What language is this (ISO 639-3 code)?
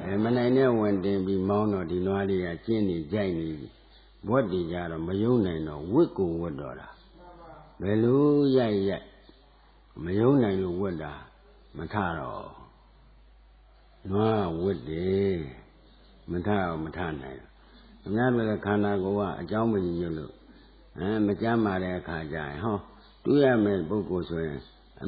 mya